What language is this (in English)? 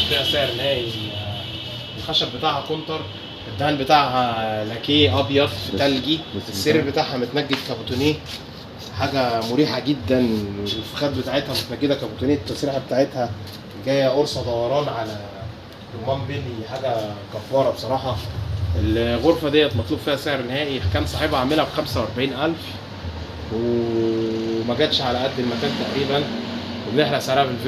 Egyptian Arabic